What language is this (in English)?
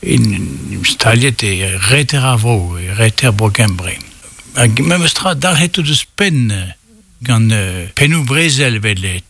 Breton